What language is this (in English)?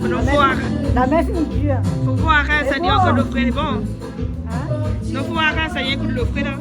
Réunion Creole French